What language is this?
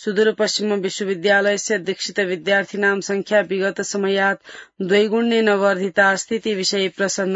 Sanskrit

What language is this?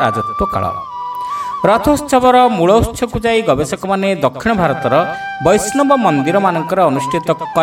Odia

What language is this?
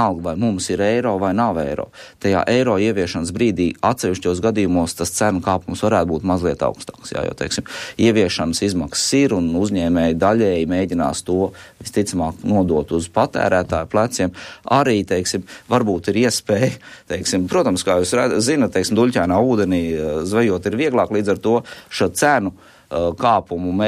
Latvian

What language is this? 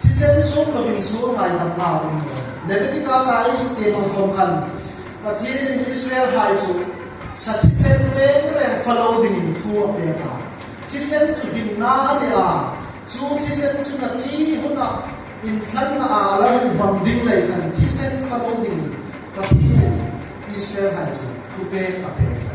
Hmar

